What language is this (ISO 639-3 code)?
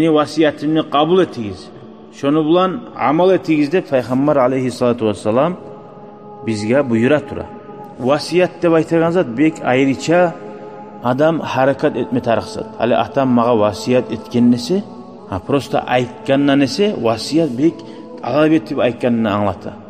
kum